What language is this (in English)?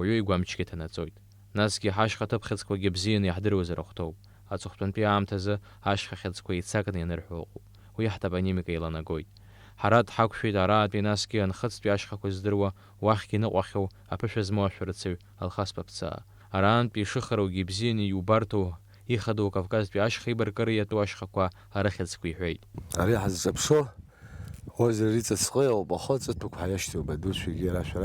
Abkhazian